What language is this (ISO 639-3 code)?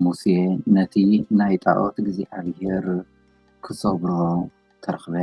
tir